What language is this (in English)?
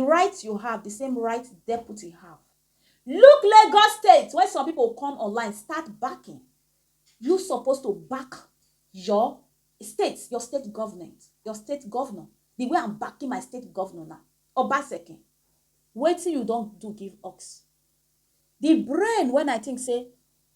Nigerian Pidgin